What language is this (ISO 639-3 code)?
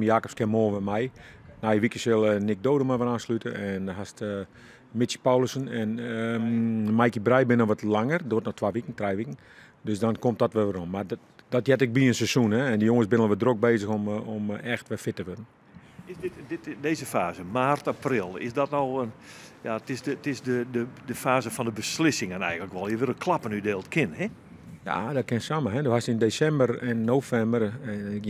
fry